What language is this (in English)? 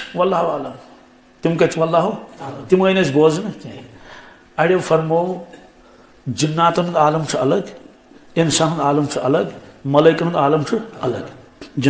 Kashmiri